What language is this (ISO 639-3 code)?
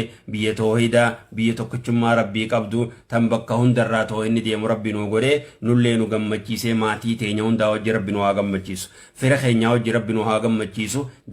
orm